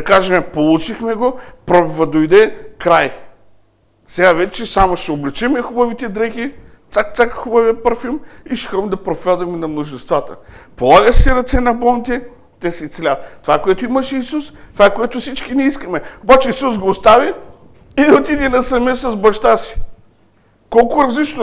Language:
Bulgarian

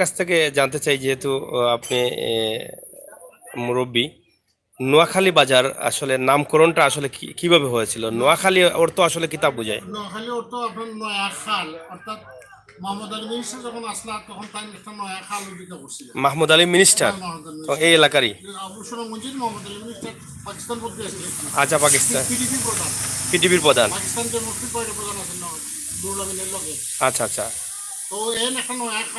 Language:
Sylheti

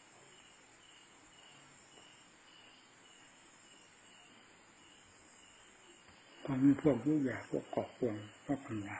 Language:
Thai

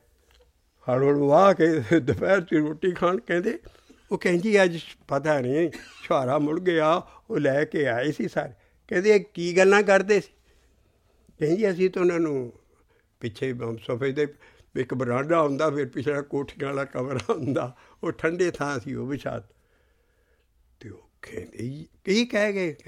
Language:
Punjabi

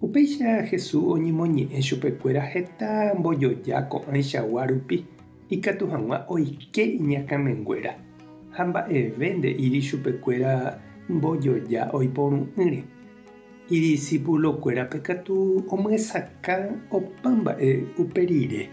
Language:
Guarani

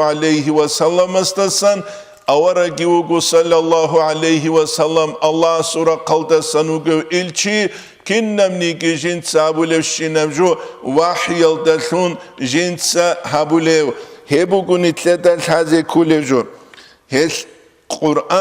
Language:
Avaric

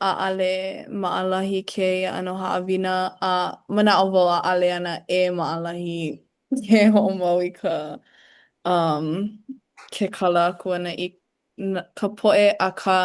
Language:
Hawaiian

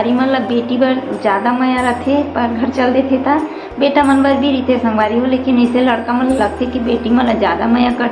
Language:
Chhattisgarhi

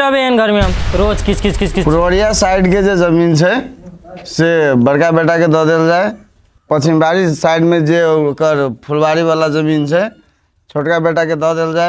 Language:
Maithili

